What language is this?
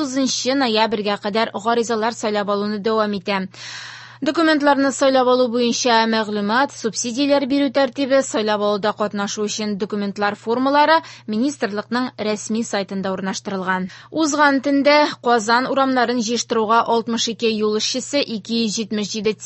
Tatar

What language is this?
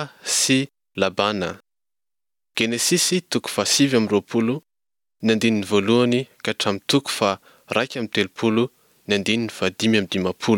Malagasy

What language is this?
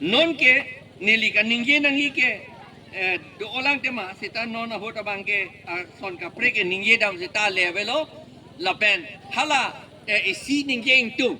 Karbi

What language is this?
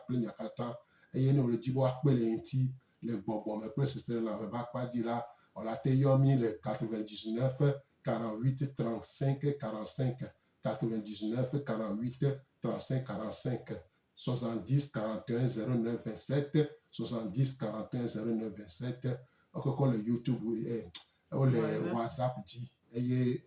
Gen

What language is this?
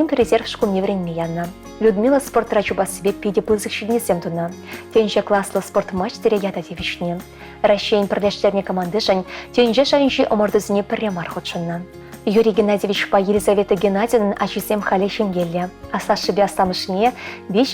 Chuvash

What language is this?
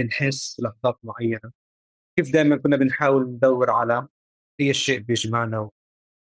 North Levantine Arabic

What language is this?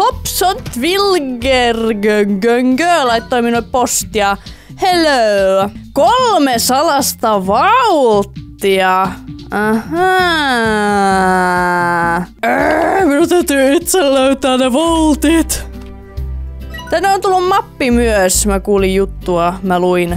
Finnish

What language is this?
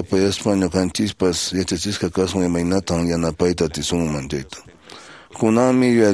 Quechua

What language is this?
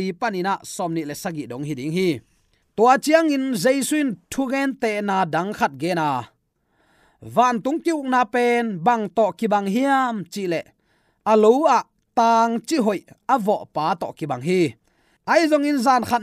Tedim Chin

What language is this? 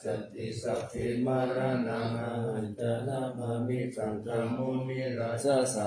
Pali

